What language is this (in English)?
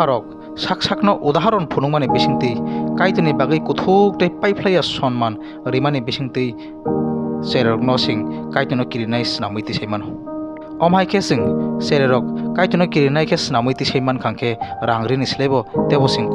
Kok Borok